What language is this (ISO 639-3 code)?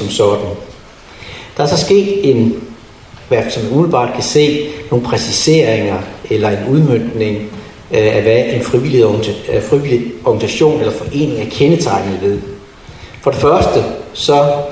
dan